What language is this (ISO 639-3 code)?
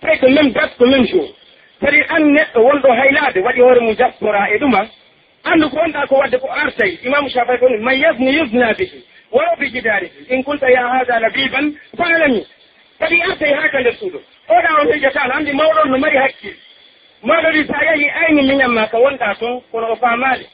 fuf